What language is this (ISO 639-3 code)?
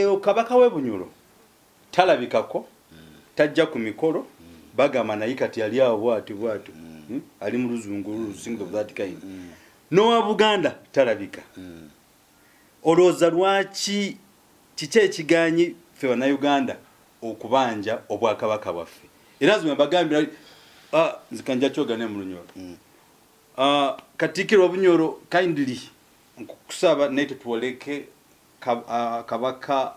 lug